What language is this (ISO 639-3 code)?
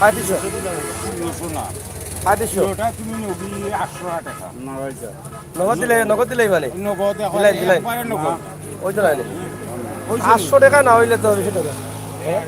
syl